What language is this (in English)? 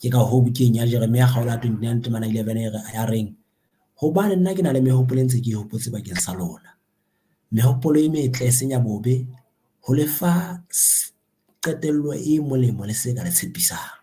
Southern Sotho